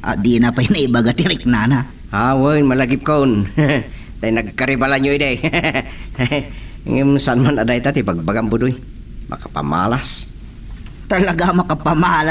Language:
Iloko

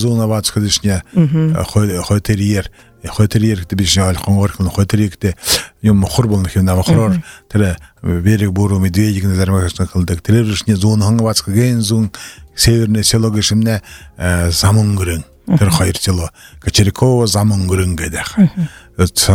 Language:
Buriat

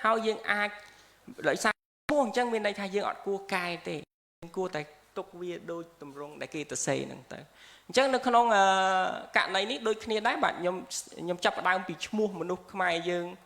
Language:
Khmer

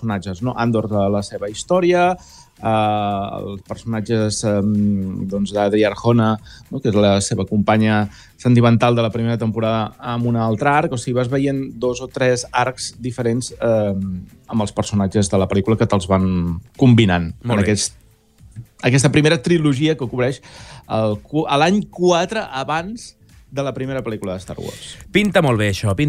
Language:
Catalan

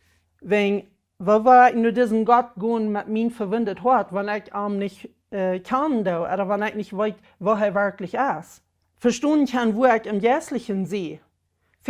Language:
Plautdietsch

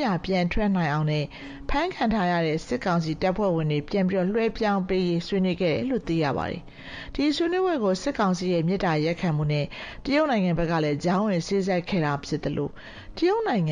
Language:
Burmese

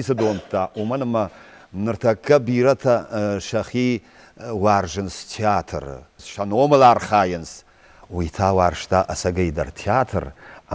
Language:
Ossetic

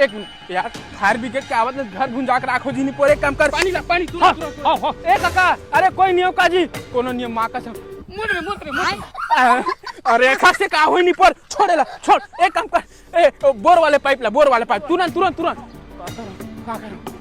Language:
Chhattisgarhi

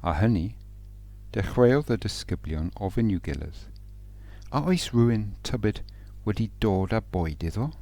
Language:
Welsh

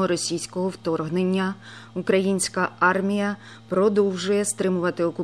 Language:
Ukrainian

